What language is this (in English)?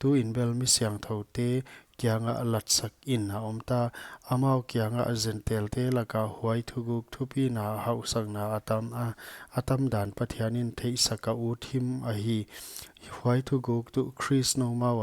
Paite Chin